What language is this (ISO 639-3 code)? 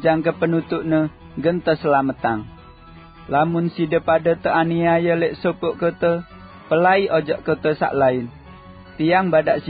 sas